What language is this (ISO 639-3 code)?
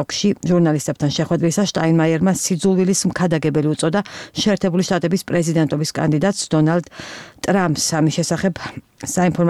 kat